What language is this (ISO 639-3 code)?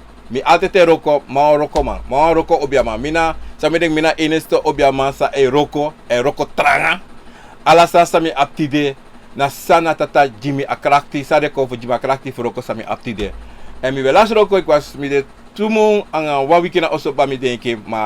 srn